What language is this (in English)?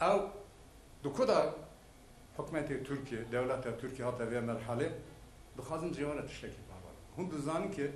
Kurdish